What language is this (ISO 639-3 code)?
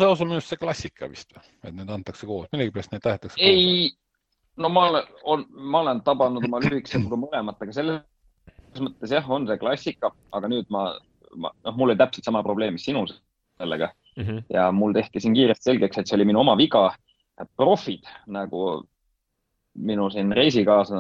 est